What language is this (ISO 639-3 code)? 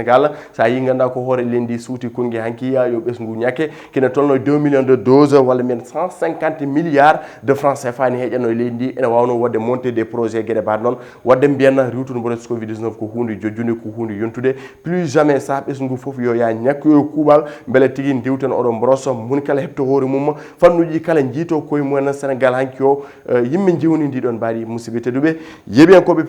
ful